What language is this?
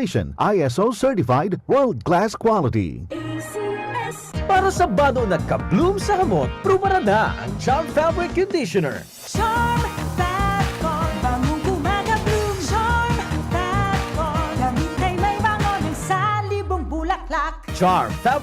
Bikol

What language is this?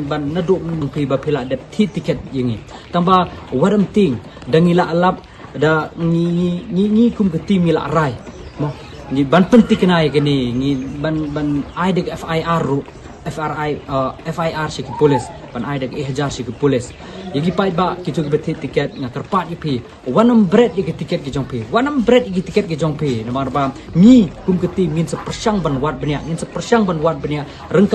Khasi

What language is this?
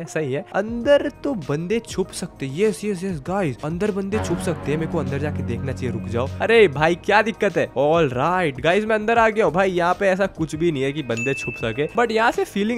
Hindi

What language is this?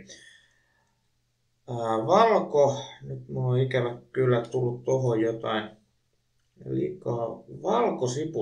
Finnish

